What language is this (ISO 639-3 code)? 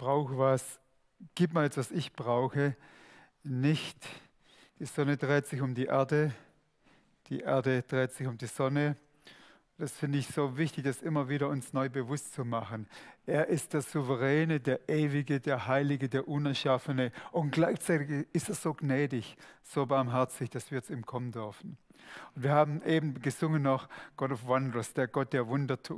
gsw